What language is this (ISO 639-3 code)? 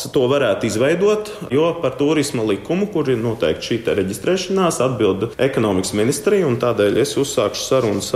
lav